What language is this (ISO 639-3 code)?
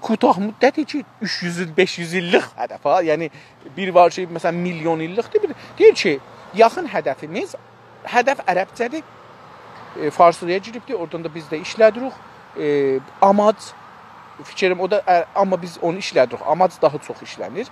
azb